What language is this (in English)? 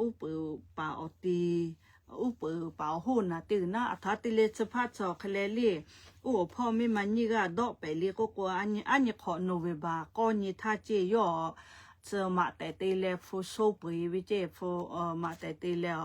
Lahu